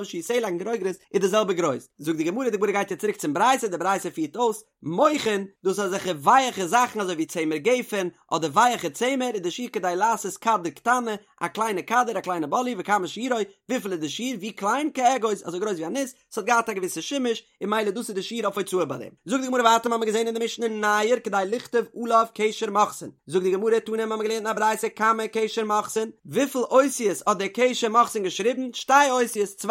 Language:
Yiddish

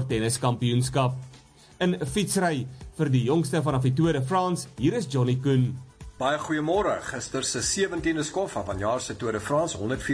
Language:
Afrikaans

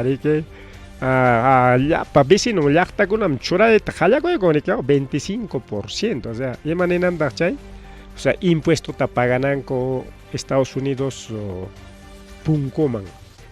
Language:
Ayacucho Quechua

